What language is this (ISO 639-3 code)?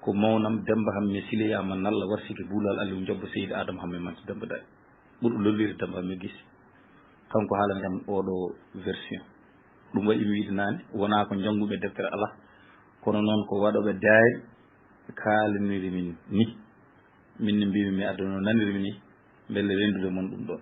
ful